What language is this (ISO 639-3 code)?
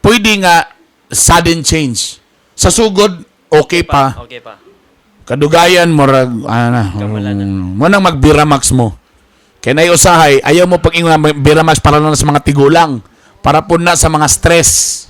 ceb